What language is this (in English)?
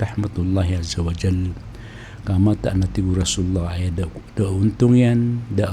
Maranao